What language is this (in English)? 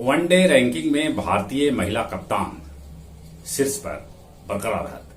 Magahi